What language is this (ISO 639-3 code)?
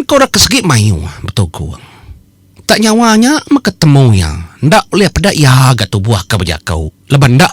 iba